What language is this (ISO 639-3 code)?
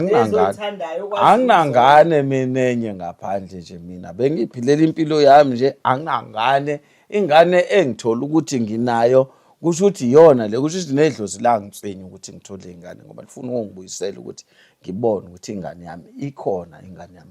zul